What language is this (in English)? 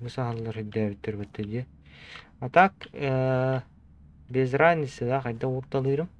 Yakut